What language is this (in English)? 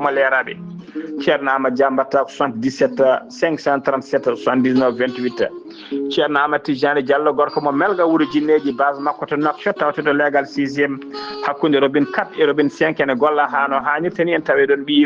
Fula